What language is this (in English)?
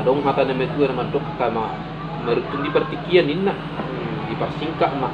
Batak Toba